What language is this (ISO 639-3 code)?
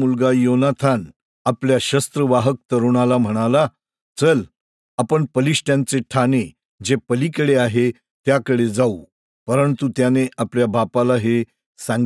mar